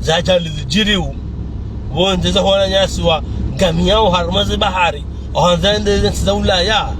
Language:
Ngazidja Comorian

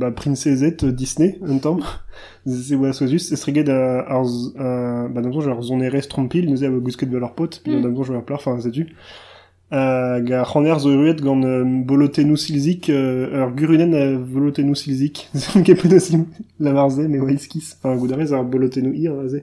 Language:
Breton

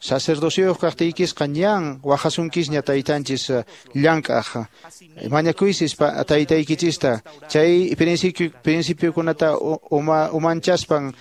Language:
Quechua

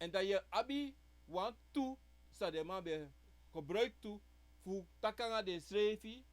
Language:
Sranan Tongo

